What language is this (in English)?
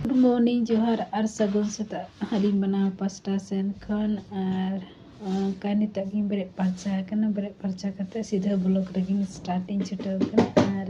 Santali